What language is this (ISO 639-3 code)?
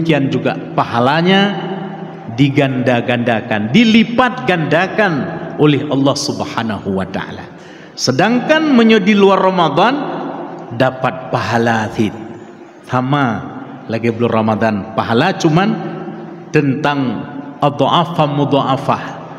ace